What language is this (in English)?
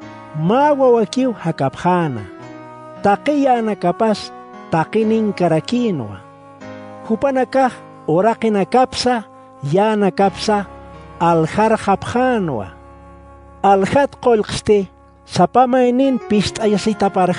Aymara